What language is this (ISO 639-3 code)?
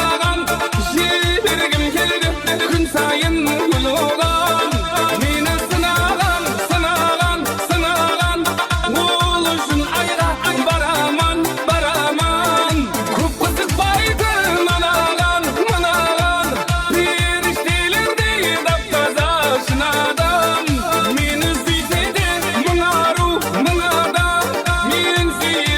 kaa